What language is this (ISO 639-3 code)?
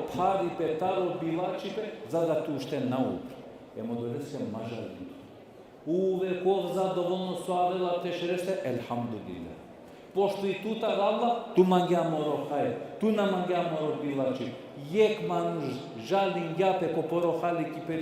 rmn